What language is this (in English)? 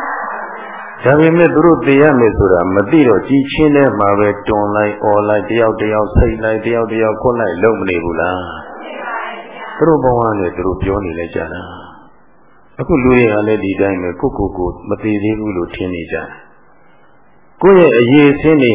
Burmese